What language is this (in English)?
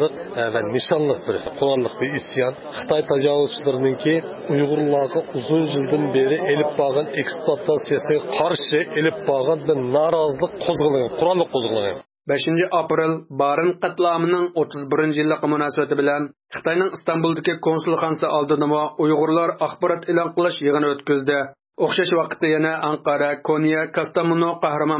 Uyghur